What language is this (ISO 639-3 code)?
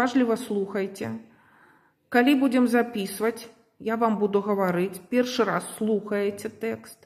bel